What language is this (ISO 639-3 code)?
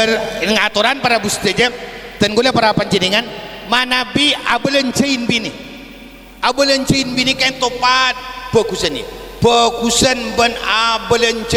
mad